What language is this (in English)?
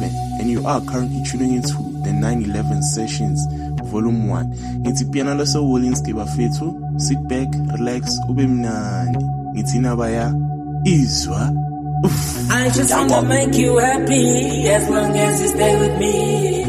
Zulu